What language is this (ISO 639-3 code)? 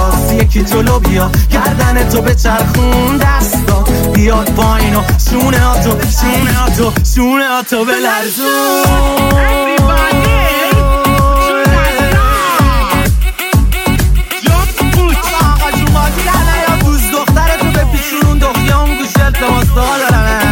fas